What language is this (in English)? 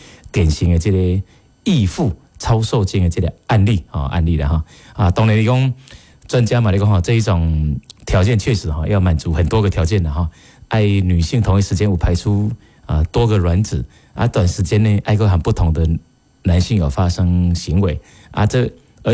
Min Nan Chinese